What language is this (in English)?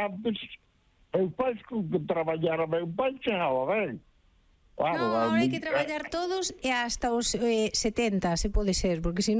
Galician